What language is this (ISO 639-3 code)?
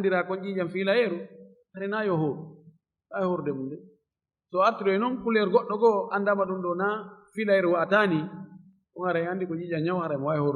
ful